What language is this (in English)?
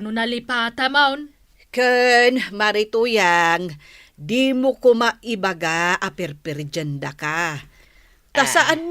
Iloko